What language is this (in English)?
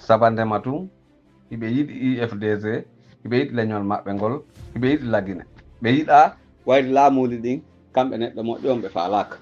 Pular